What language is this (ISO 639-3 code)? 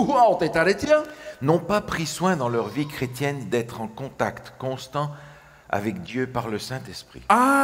tah